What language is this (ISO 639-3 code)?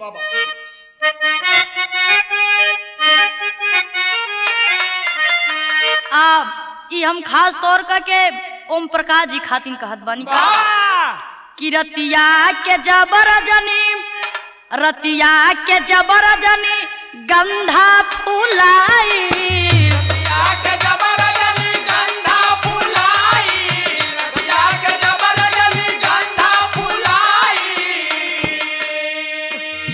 bho